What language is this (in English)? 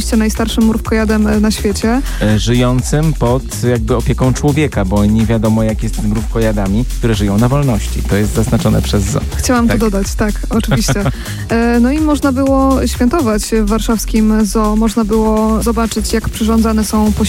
Polish